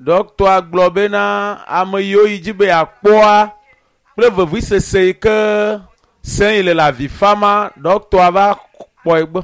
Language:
Ewe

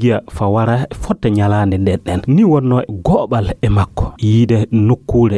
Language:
Fula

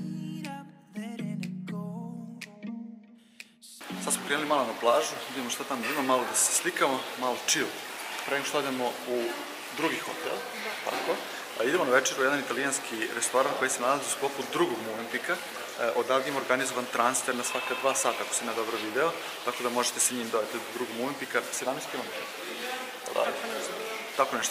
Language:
Serbian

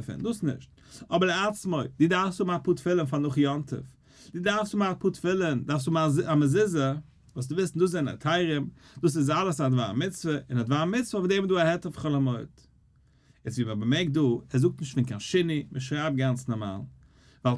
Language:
Yiddish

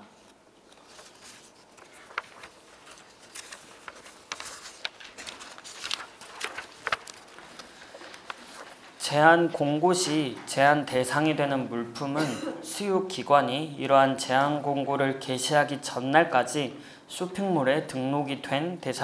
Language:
Korean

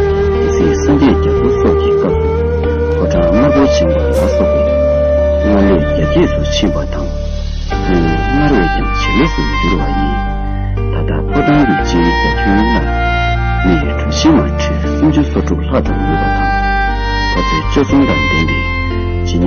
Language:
Tibetan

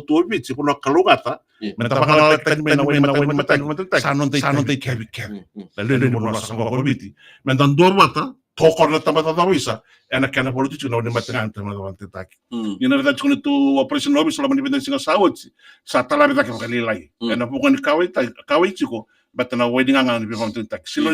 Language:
Fijian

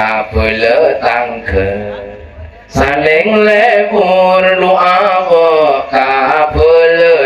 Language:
Madurese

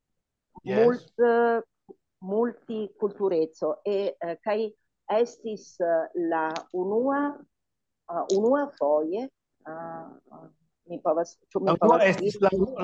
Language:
Esperanto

